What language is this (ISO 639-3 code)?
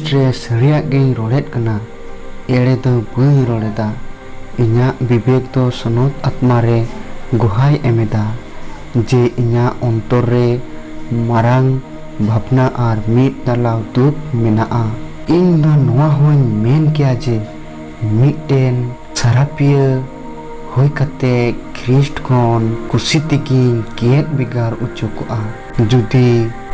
sat